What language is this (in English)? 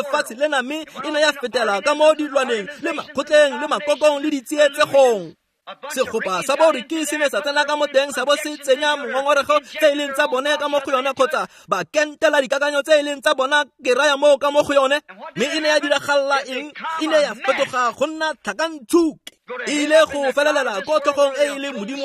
Tswana